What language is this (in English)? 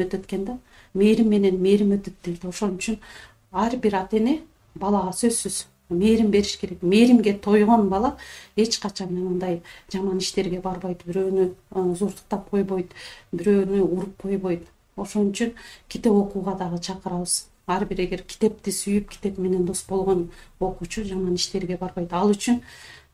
Kyrgyz